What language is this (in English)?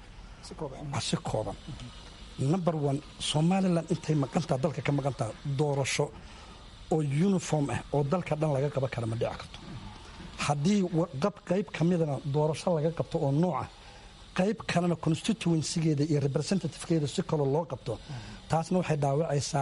Somali